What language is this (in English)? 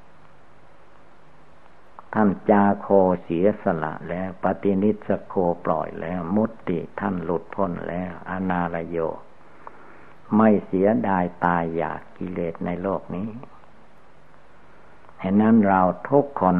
Thai